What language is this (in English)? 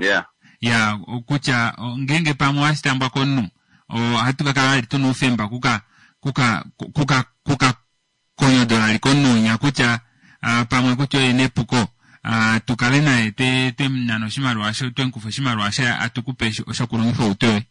Kuanyama